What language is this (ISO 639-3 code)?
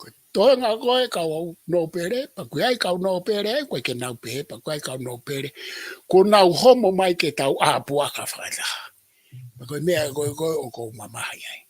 ton